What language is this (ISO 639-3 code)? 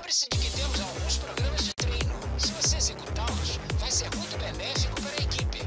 por